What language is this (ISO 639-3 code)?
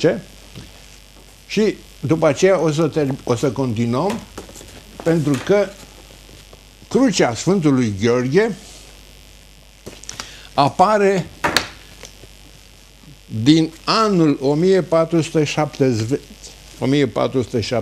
ron